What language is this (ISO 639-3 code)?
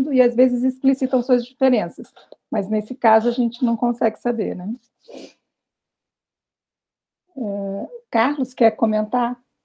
por